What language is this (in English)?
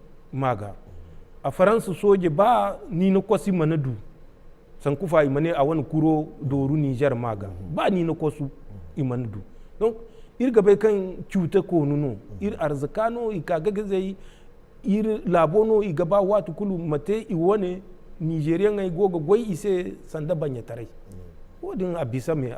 Zarma